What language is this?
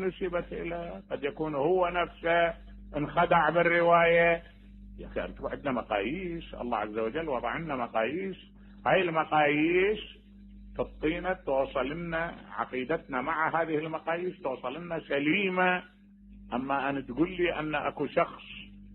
Mesopotamian Arabic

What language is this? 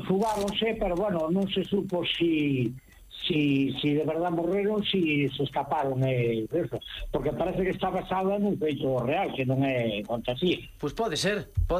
Galician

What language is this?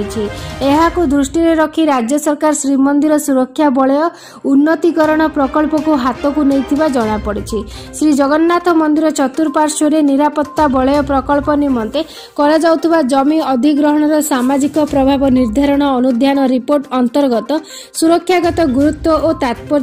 Odia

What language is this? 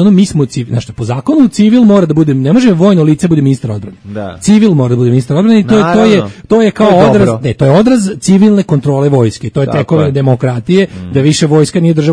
Serbian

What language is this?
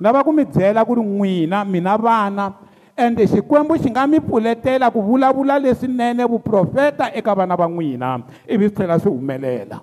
Tsonga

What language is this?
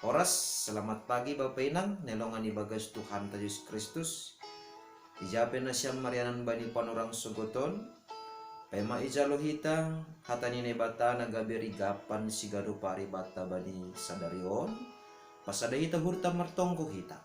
Batak Simalungun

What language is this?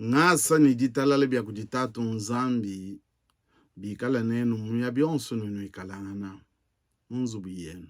Luba-Lulua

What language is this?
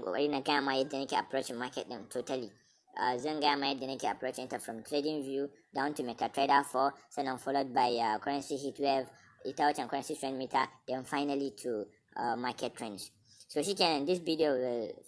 Hausa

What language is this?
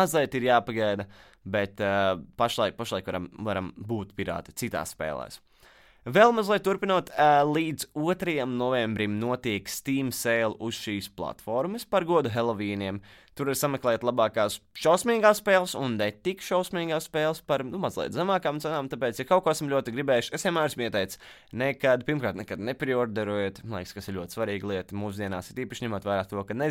Latvian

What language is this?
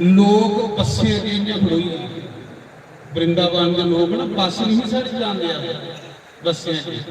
Dogri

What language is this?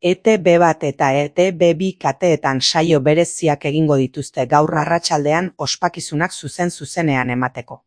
Basque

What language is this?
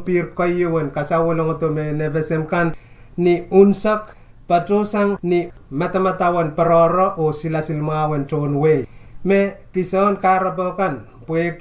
Pohnpeian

